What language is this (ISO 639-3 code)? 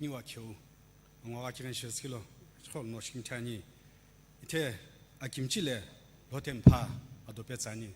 nsm